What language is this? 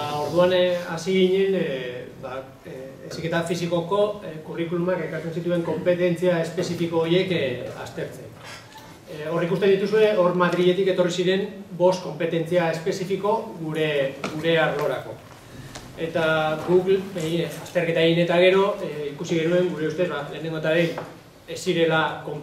Basque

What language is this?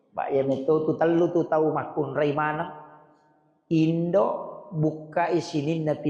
Buginese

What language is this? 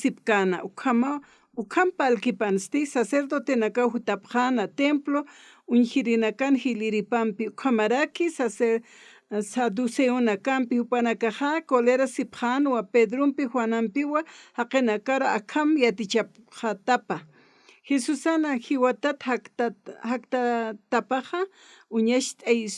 Aymara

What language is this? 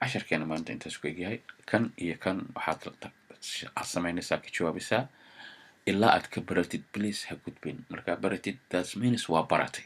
Somali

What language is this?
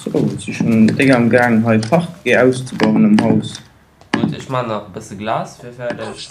Luxembourgish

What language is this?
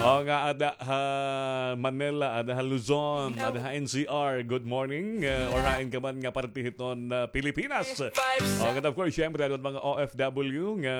Waray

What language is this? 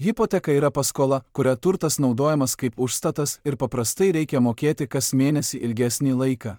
Lithuanian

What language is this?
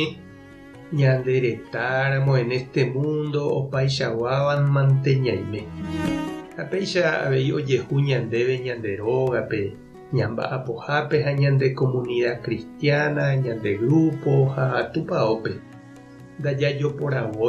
Guarani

